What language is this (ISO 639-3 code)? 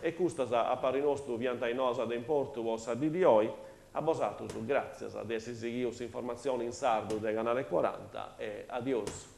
srd